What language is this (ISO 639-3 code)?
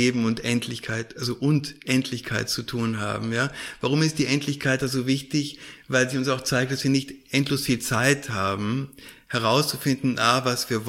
deu